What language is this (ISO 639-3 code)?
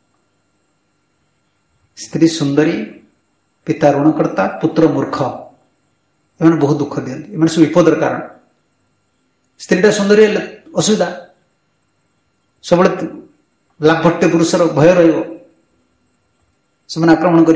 ori